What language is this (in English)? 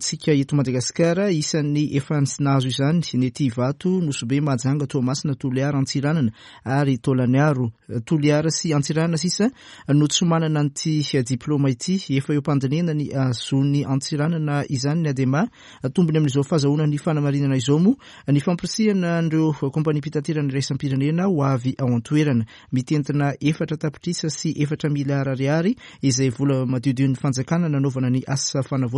Malagasy